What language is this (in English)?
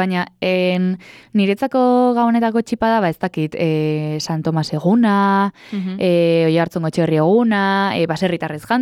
Basque